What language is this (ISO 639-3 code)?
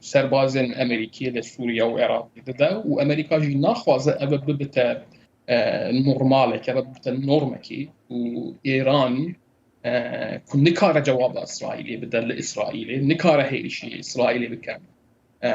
kur